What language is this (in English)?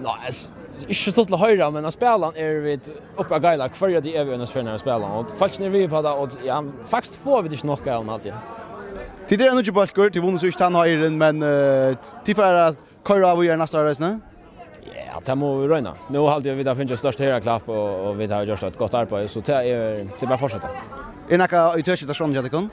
Faroese